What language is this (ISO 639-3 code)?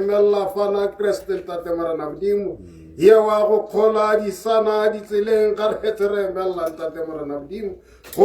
tsn